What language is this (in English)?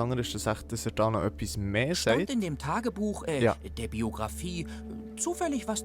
Swiss German